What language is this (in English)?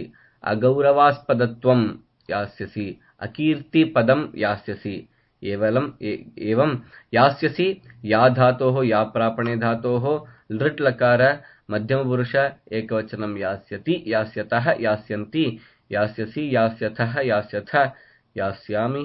Sanskrit